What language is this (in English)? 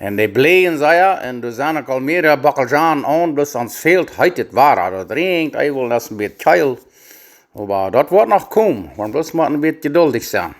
Plautdietsch